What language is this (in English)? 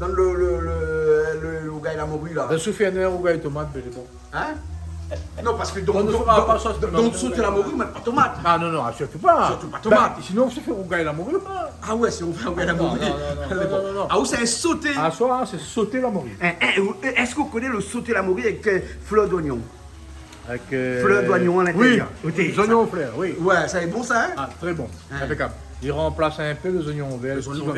Réunion Creole French